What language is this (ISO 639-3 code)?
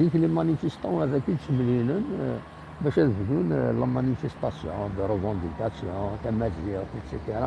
kab